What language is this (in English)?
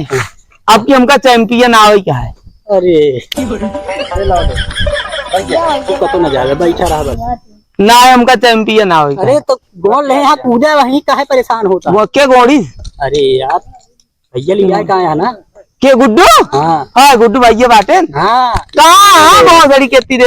Awadhi